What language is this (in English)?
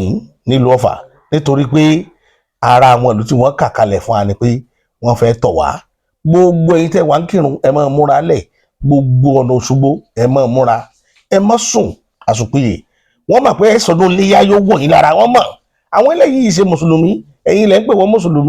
Yoruba